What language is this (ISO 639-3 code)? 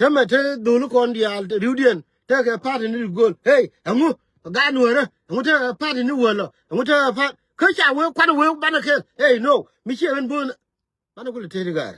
nus